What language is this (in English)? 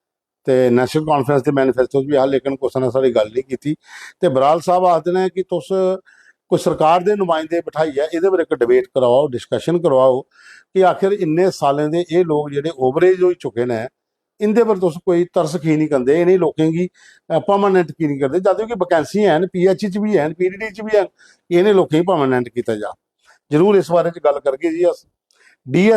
Dogri